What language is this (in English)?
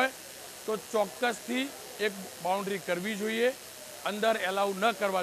Gujarati